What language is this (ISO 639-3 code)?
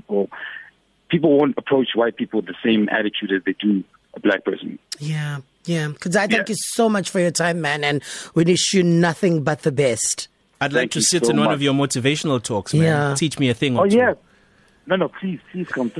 eng